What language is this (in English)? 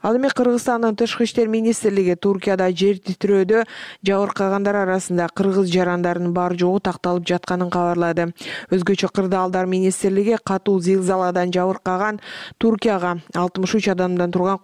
Kyrgyz